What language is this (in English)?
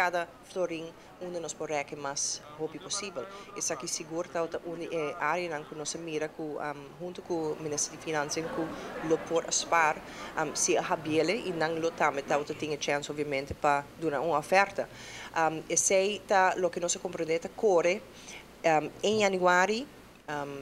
Papiamento